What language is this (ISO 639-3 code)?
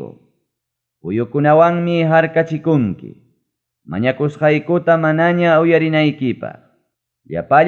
quy